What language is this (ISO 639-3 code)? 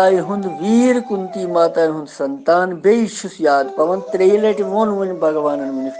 kas